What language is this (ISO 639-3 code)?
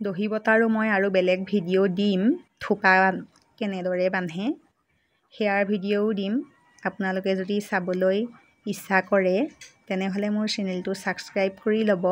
asm